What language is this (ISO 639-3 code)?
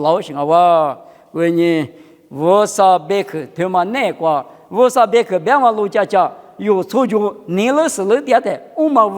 lis